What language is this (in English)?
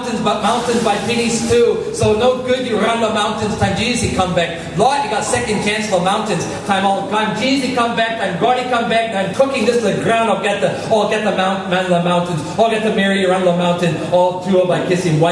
Tok Pisin